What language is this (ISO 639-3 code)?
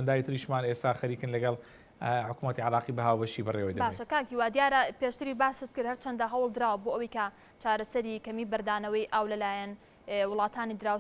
ckb